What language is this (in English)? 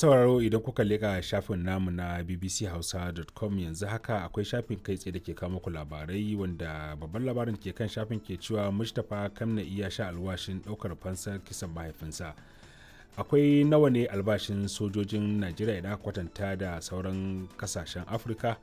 Hausa